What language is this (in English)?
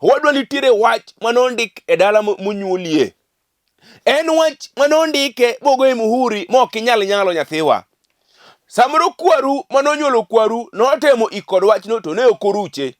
Luo (Kenya and Tanzania)